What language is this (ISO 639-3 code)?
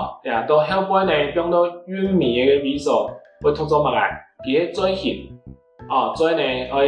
hak